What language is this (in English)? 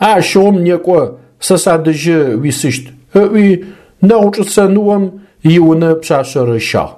Adyghe